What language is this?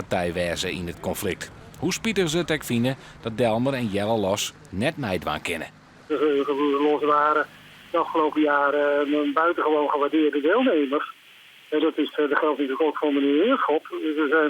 Western Frisian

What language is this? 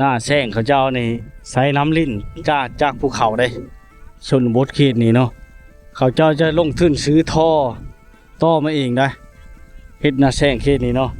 Lao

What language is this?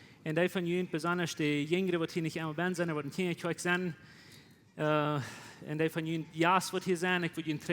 Plautdietsch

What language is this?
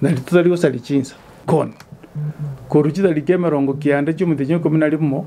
Gusii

